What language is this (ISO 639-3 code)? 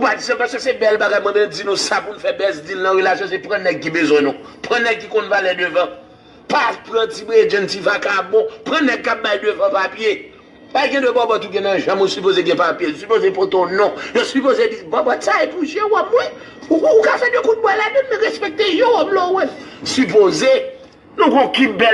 hat